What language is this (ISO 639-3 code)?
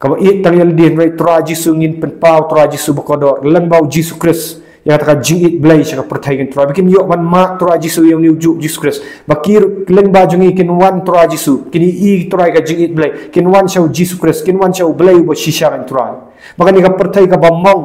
kha